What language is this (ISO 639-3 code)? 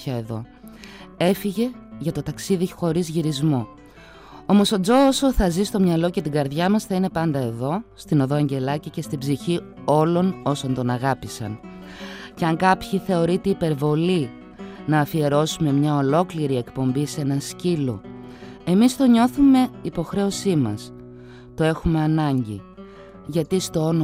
ell